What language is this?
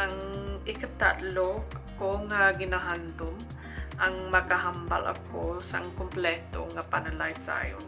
Hiligaynon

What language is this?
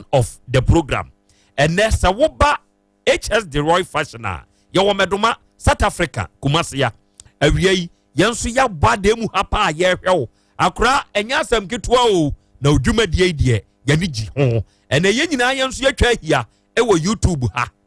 Akan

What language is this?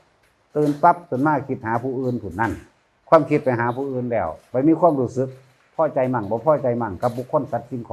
Northeastern Thai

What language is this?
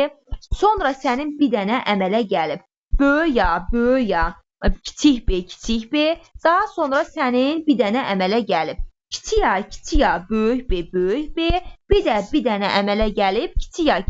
Azerbaijani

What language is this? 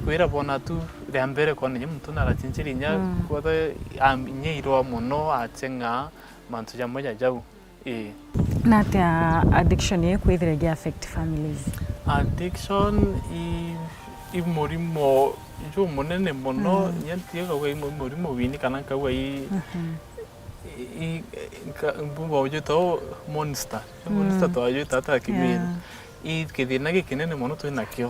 Meru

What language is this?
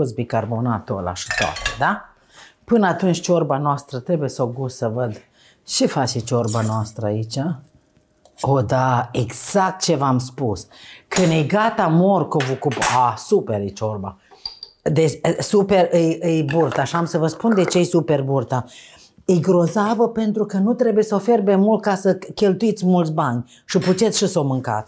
Romanian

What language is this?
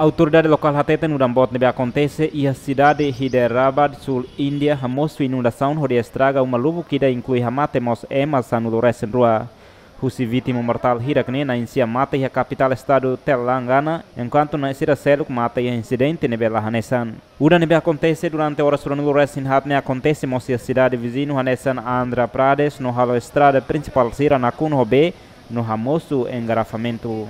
Tetum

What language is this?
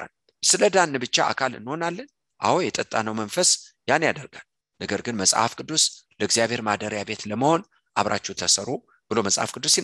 Amharic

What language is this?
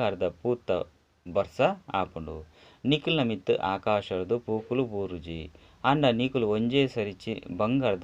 Tulu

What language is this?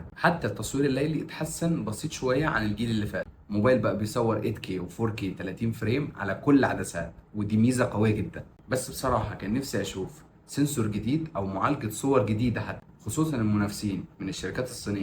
Egyptian Arabic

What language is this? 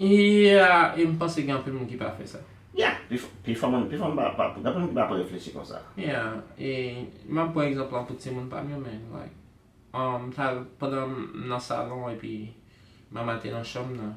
Haitian Creole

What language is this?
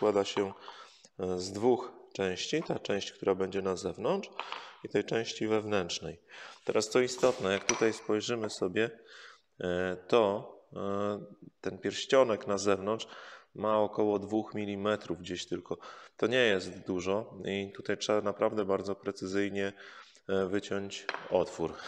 Polish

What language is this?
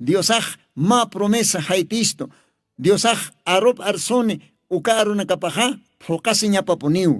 Aymara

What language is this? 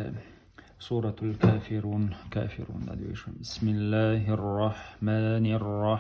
Chechen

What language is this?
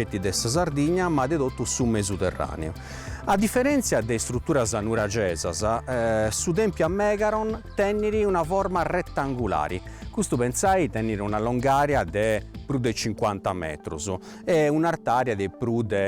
Sardinian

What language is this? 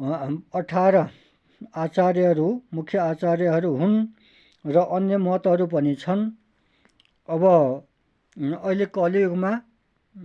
Nepali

